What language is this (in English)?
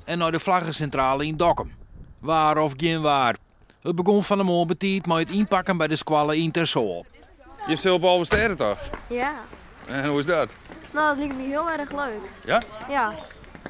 Western Frisian